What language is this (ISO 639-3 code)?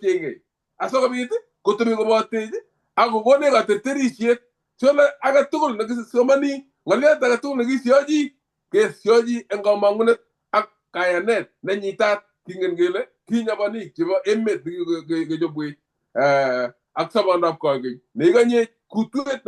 kln